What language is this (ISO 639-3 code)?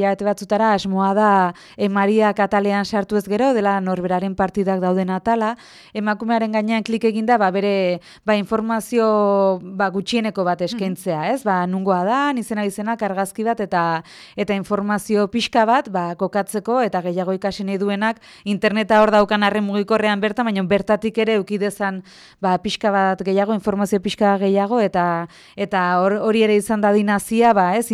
eus